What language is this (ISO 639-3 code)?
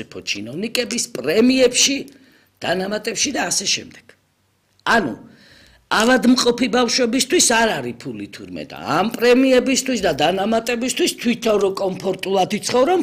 kat